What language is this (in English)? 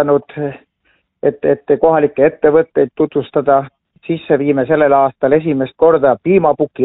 Estonian